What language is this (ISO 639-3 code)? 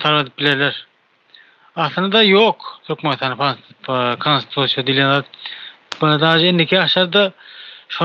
tuk